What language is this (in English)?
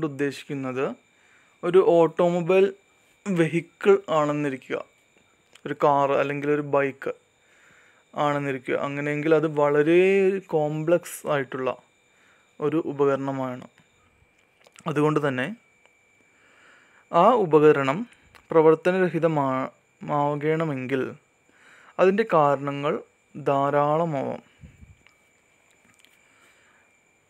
Malayalam